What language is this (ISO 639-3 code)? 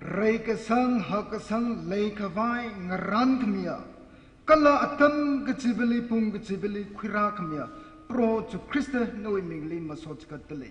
nmf